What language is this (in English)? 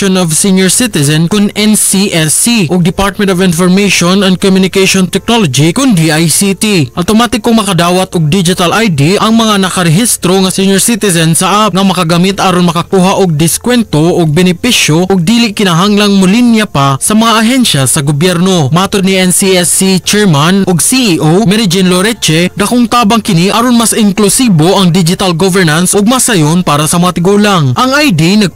Cebuano